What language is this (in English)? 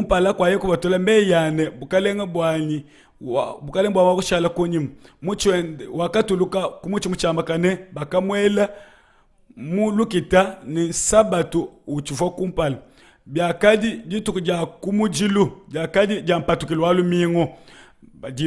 Luba-Lulua